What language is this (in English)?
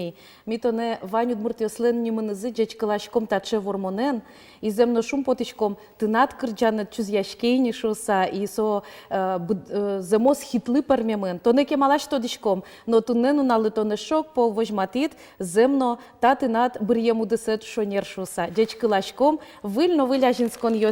Udmurt